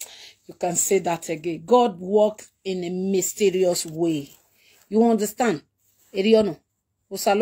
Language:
Nigerian Pidgin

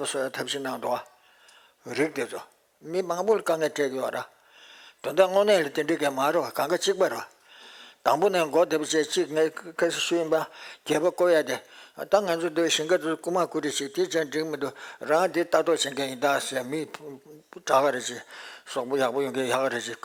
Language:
Tibetan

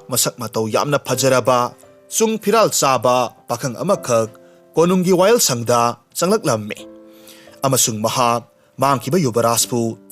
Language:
Manipuri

